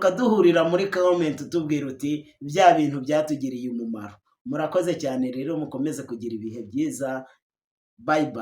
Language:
Kinyarwanda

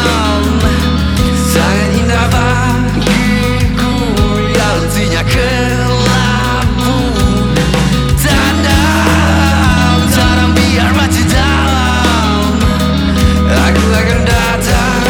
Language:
Indonesian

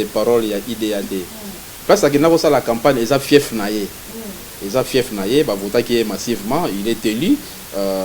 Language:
Lingala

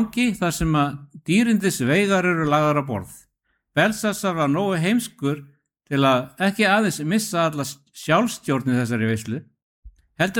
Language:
Icelandic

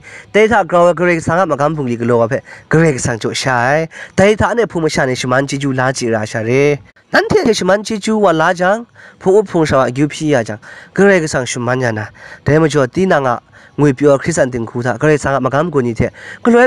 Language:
Kachin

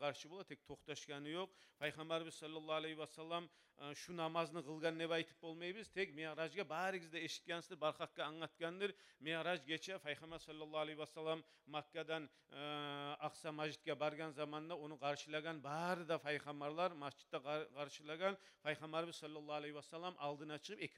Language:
Kumyk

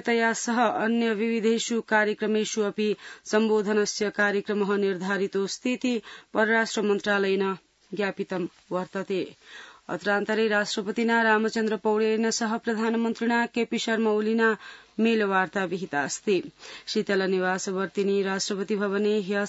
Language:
Sanskrit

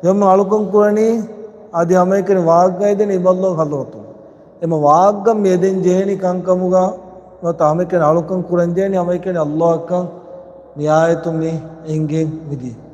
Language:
Divehi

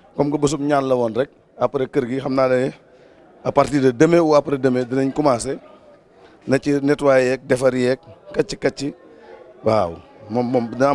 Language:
Wolof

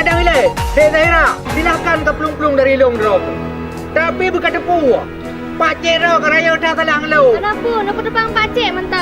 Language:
Achinese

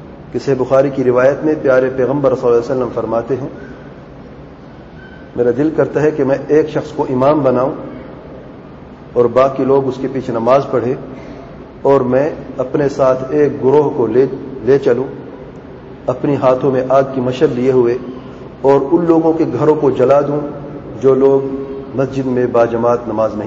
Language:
Urdu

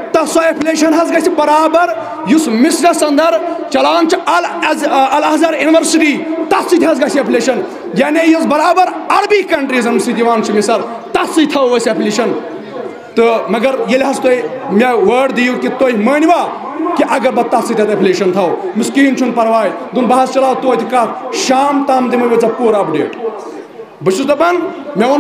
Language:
Kashmiri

